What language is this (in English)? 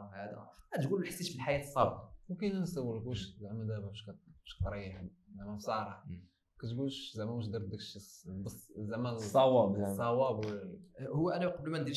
Moroccan Arabic